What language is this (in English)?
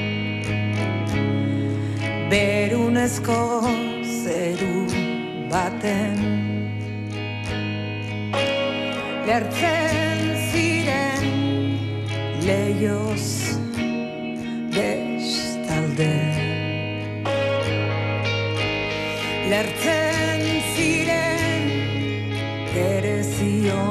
Basque